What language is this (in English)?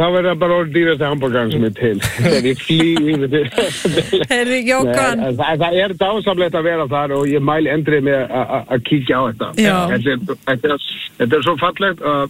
Icelandic